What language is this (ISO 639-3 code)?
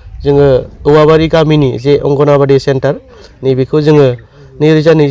brx